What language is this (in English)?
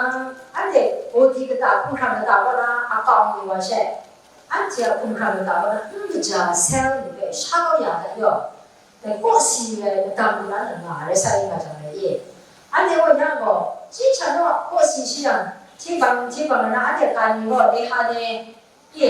Kachin